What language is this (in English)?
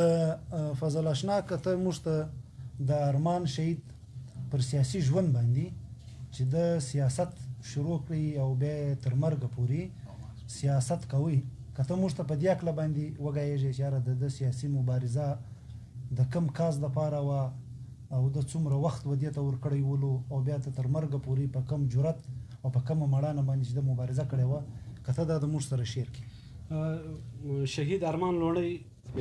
Pashto